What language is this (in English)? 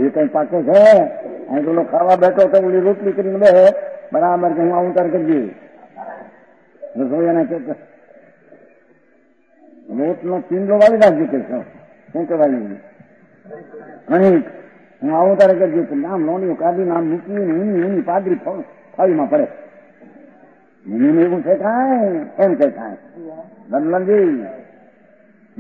Gujarati